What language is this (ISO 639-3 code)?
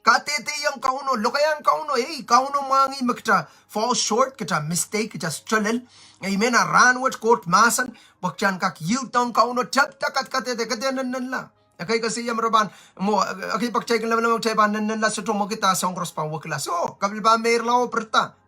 pon